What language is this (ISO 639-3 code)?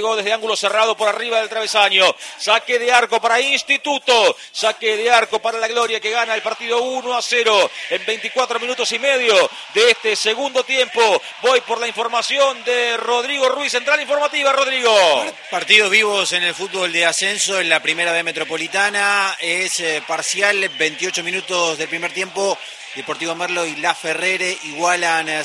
spa